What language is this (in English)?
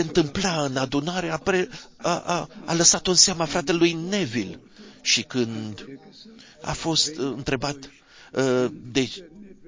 Romanian